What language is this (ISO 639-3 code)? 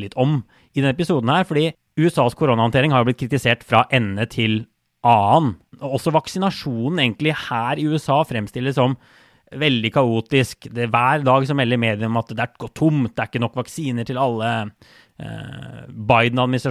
nor